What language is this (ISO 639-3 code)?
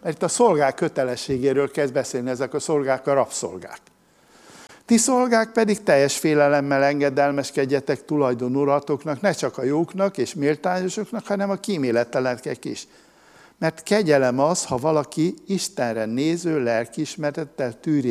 hun